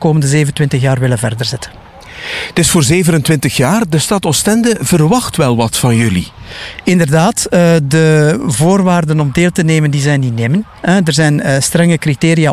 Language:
Dutch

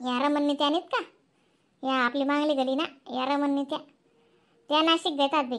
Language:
Khandesi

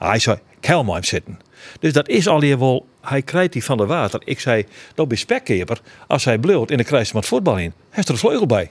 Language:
Western Frisian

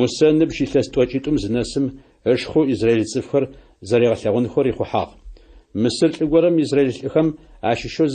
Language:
Adyghe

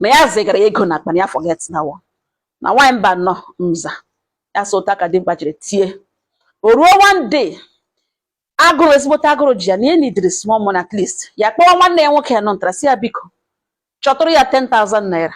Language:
Igbo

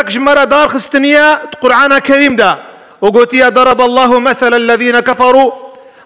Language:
Kurdish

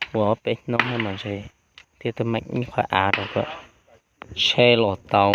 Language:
Hmong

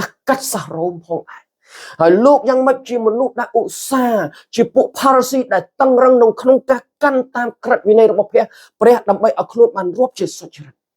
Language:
Khmer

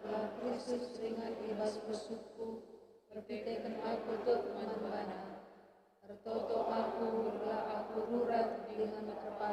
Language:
Batak Karo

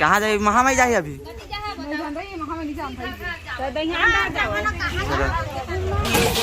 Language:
Chhattisgarhi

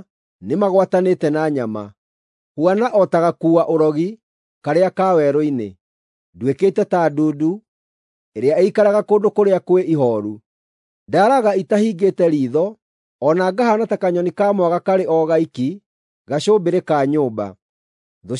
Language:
Kikuyu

